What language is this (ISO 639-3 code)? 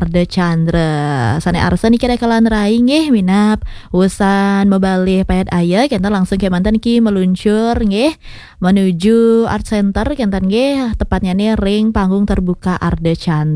ban